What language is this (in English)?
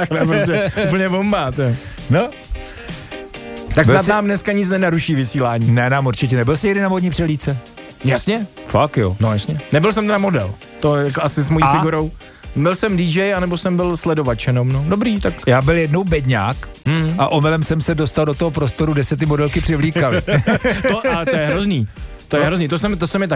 Czech